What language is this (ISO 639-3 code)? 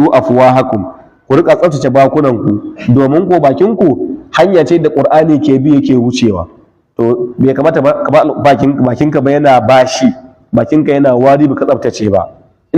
hau